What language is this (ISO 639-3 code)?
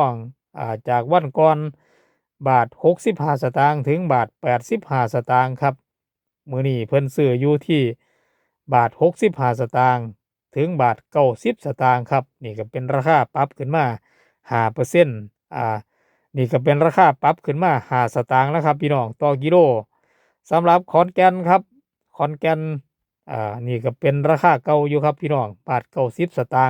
tts